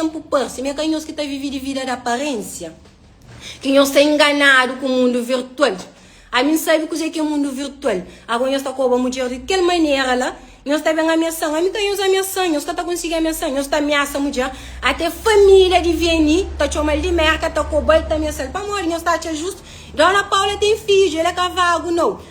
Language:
Kabuverdianu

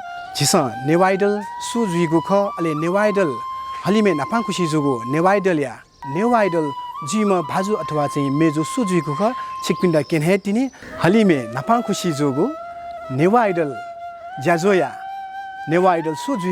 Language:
Newari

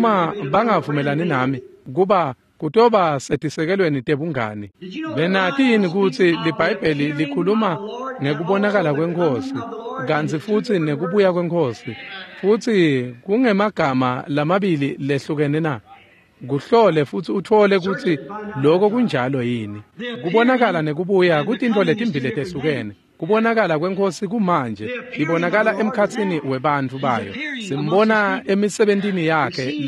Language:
Swati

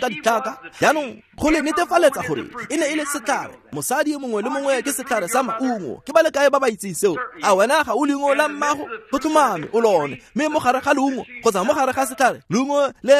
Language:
Tswana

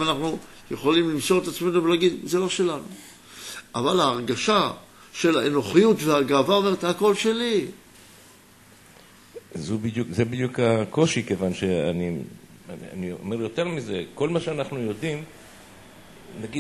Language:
Hebrew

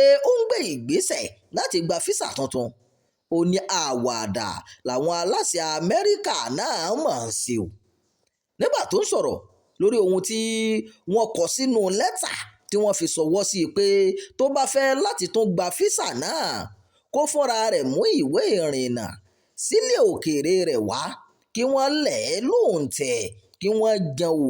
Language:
Yoruba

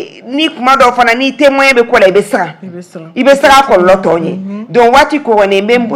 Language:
Bambara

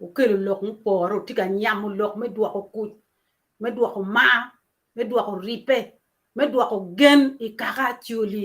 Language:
Acoli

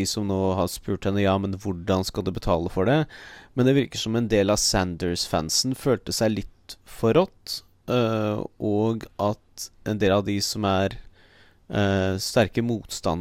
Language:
Norwegian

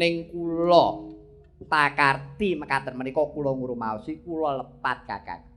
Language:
Javanese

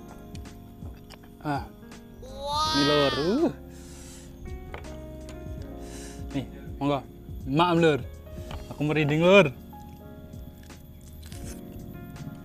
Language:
Indonesian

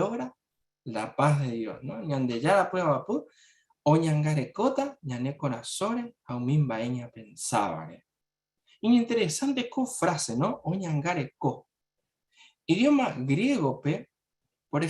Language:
Guarani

